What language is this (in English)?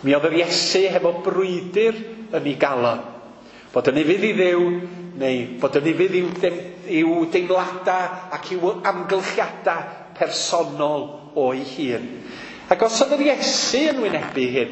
Welsh